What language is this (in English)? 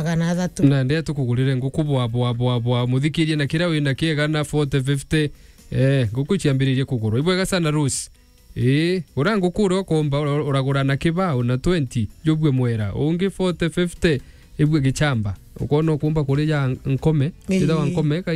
Meru